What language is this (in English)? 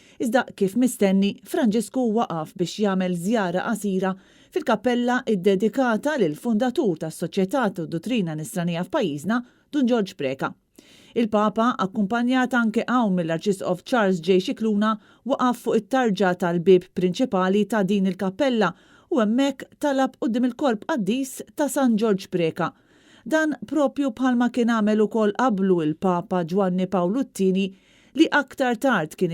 Maltese